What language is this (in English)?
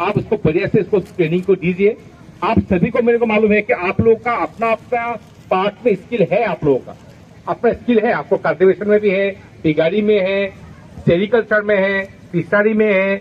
Riang (India)